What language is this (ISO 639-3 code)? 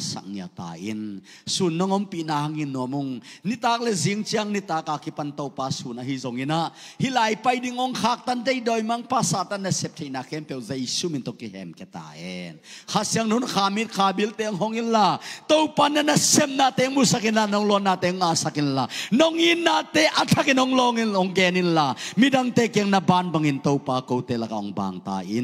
ctd